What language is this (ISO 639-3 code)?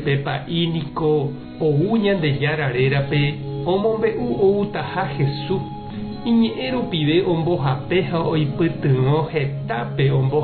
grn